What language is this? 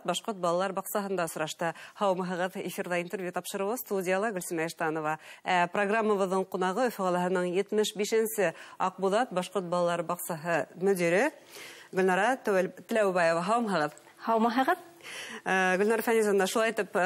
Bashkir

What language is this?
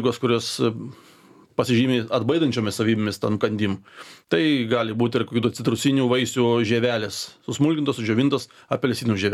Lithuanian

